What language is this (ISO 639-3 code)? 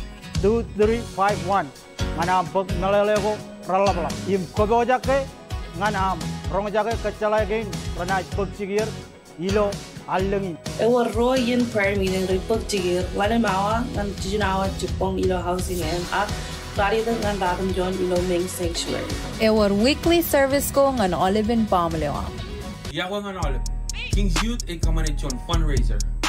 mah